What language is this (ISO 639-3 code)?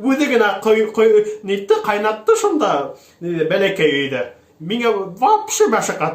bak